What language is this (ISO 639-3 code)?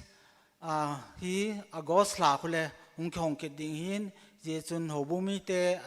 tcz